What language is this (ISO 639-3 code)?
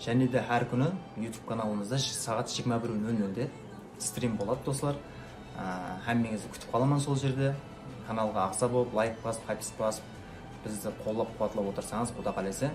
kaa